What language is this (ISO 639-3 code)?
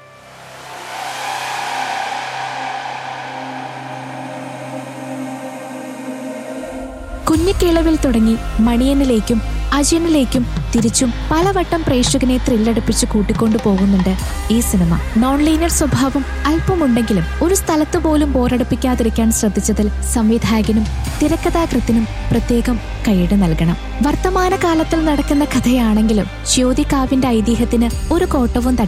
mal